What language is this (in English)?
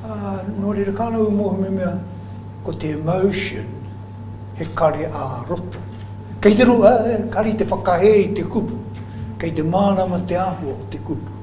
Māori